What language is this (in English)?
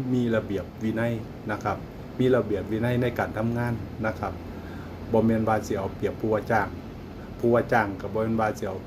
Northeastern Thai